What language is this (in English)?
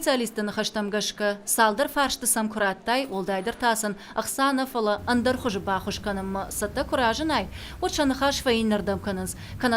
Ossetic